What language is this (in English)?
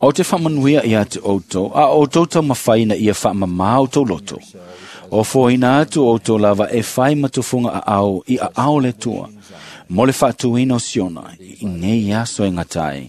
Samoan